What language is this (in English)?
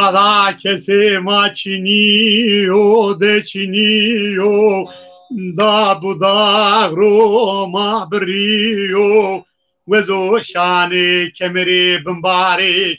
Zaza